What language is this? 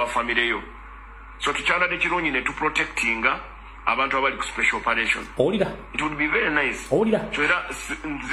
Ganda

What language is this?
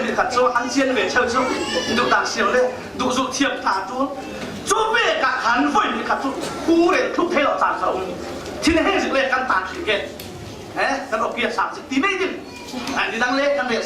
Falam Chin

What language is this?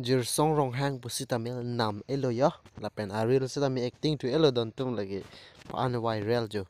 Karbi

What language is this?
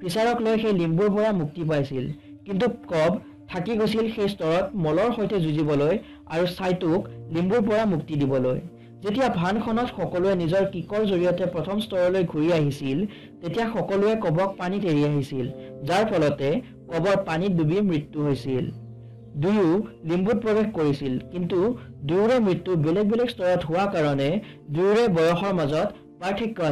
Assamese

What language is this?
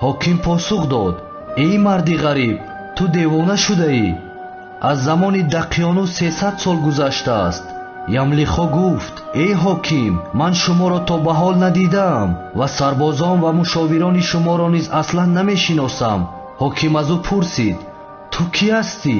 Tajik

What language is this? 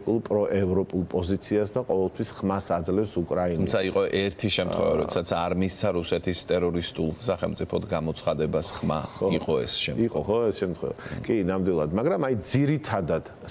Georgian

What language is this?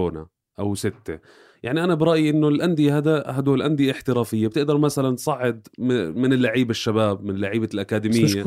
North Levantine Arabic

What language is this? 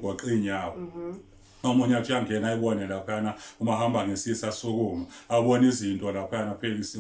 Zulu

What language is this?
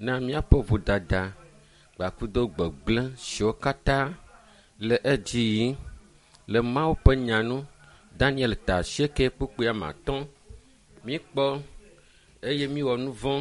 Ewe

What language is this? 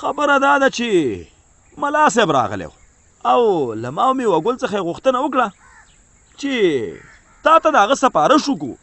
Pashto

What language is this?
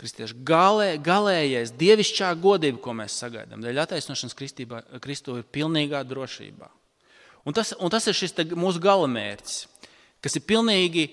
Latvian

